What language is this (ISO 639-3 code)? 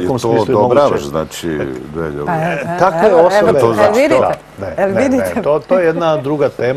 srp